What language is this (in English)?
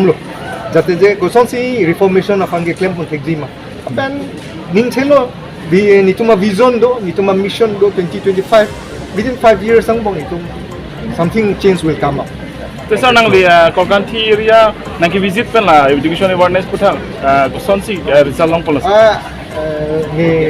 Karbi